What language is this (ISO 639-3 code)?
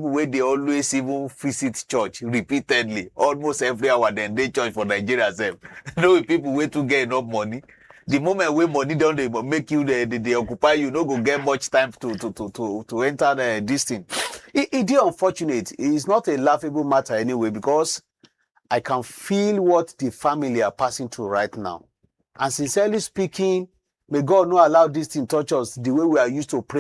pcm